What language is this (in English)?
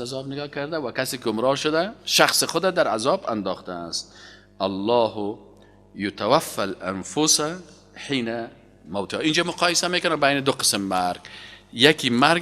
Persian